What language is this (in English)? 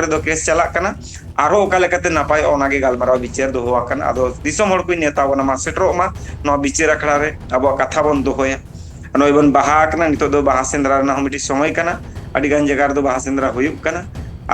Santali